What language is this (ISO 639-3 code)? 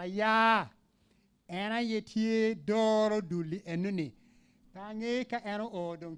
ach